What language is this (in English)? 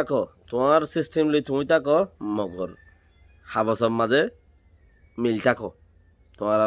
Rohingya